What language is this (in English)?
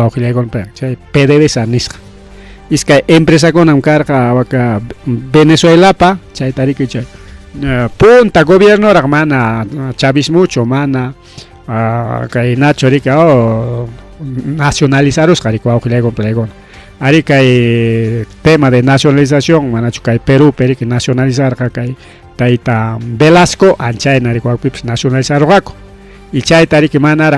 Ayacucho Quechua